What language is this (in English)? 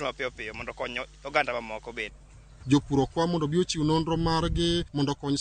Luo (Kenya and Tanzania)